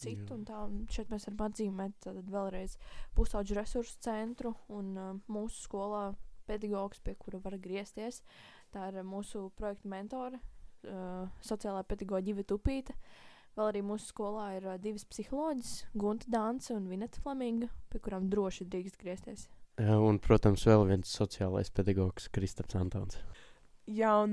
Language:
Latvian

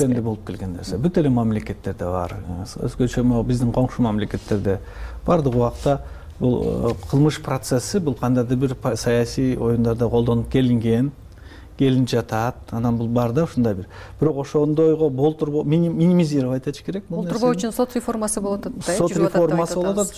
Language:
Kyrgyz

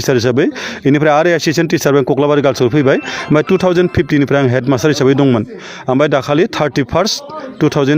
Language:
Bodo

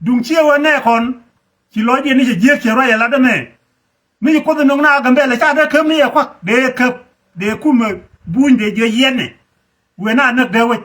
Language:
Nuer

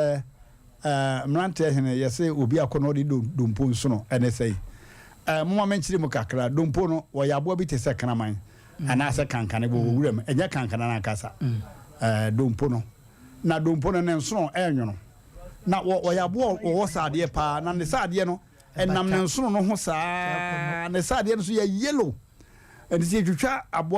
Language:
Akan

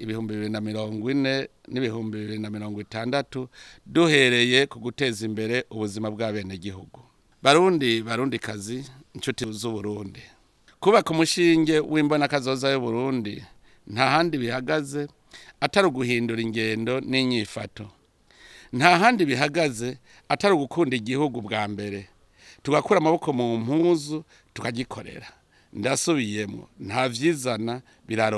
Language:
Rundi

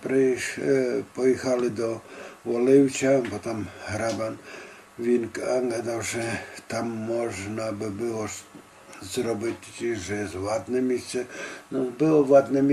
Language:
Rusyn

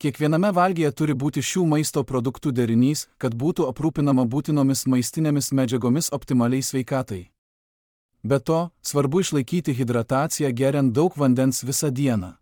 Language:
Lithuanian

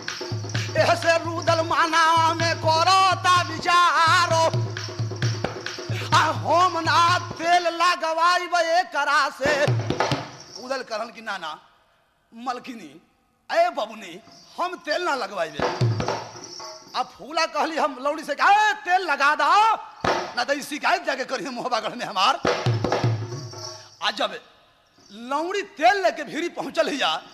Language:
Bhojpuri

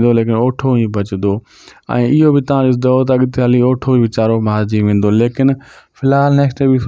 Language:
Sindhi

